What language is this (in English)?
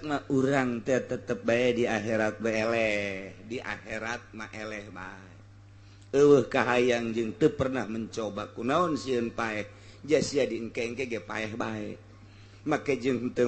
Sundanese